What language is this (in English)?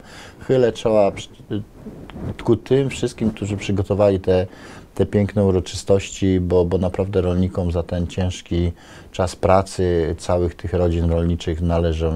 Polish